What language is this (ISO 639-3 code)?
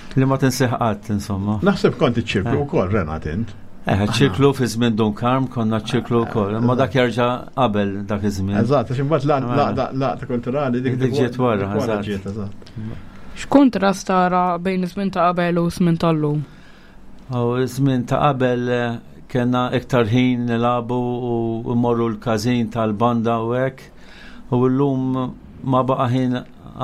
mlt